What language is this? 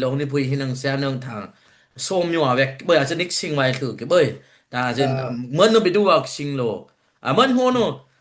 Dimasa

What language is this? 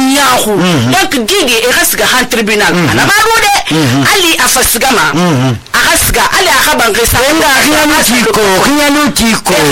Susu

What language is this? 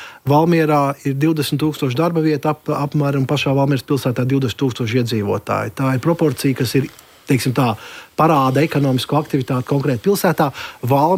Latvian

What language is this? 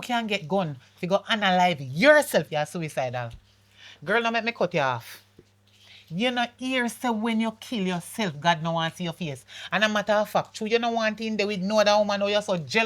Jamaican Creole English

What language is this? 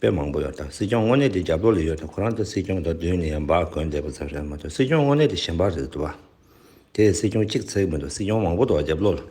Tibetan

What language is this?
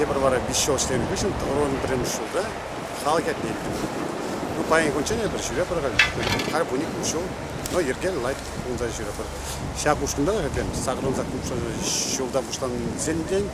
Chuvash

